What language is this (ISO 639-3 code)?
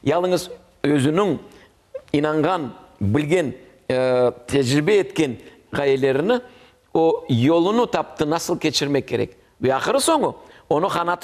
crh